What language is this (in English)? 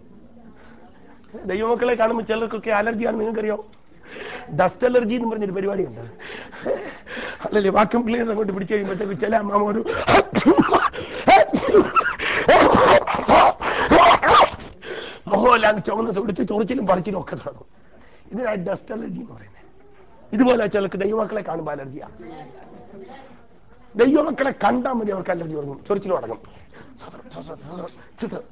Malayalam